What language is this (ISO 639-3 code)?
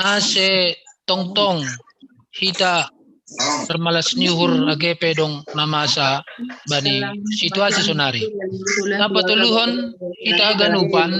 bts